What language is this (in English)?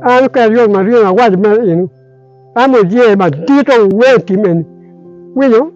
Acoli